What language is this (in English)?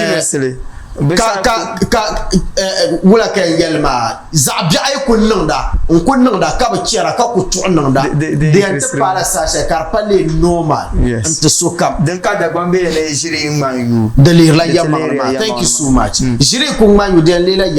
Dagbani